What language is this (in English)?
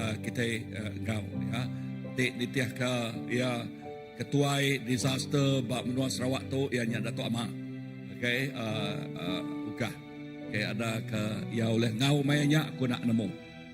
Iban